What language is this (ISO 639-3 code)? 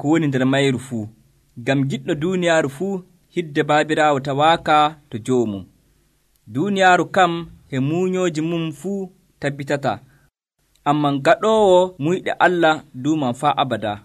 fuv